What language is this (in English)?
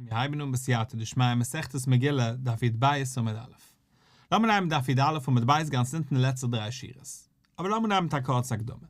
Yiddish